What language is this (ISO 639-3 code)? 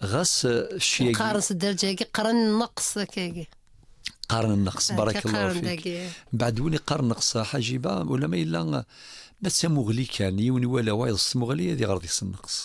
kab